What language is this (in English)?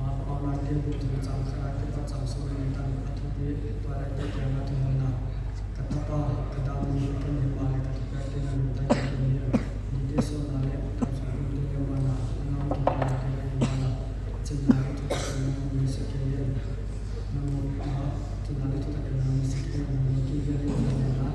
Paite Chin